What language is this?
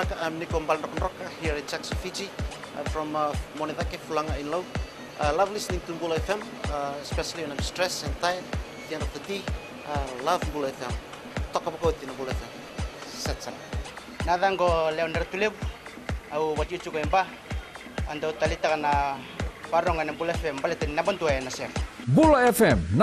Fijian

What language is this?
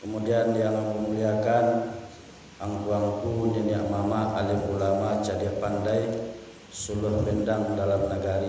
Minangkabau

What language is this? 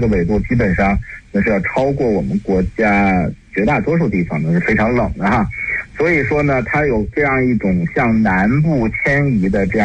Chinese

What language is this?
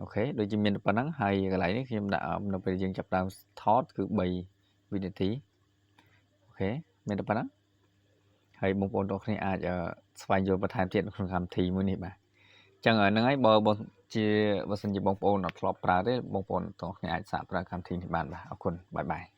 Khmer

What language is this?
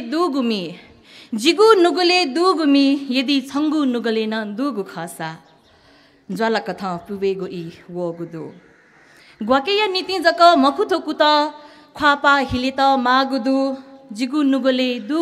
Newari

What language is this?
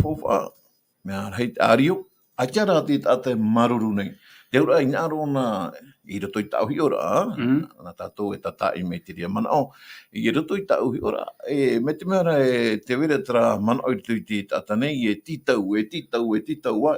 Tahitian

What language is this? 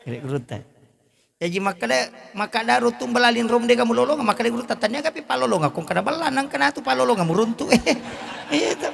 Buginese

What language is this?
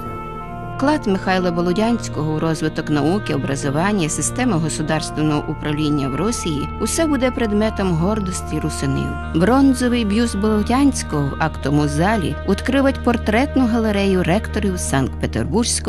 Rusyn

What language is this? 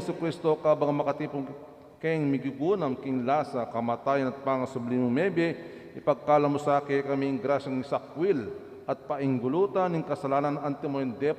Pampanga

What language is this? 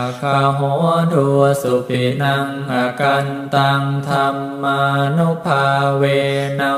Pali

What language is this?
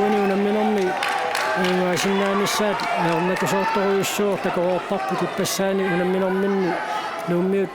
Kalaallisut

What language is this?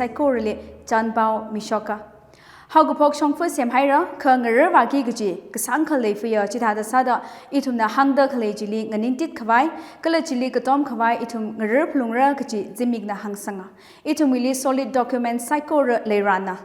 Tangkhul Naga (India)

